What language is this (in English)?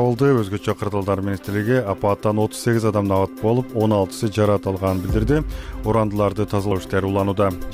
Kyrgyz